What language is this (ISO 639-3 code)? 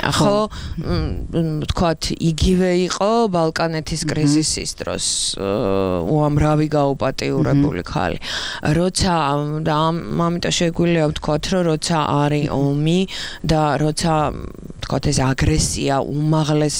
kat